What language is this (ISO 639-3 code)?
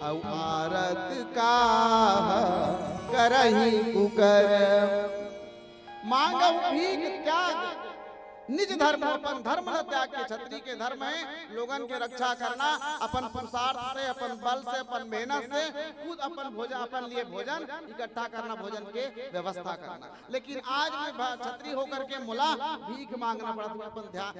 hne